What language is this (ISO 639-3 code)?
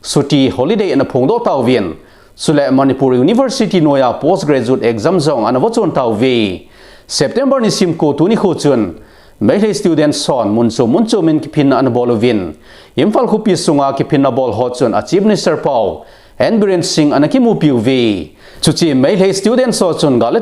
tcz